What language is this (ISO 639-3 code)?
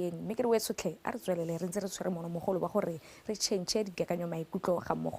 tsn